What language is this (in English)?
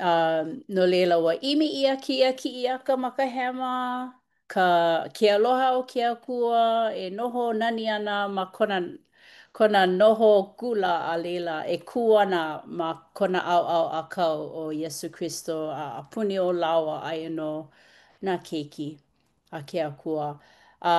Hawaiian